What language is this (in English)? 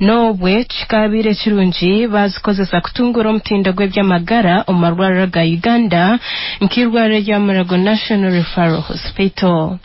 Nyankole